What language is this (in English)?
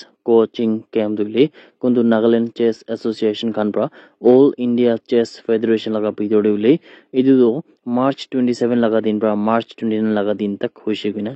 Naga Pidgin